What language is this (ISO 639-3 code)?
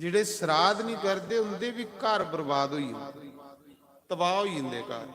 doi